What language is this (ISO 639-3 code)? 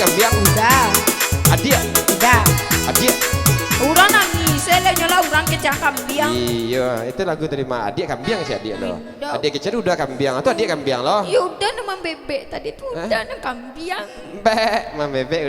min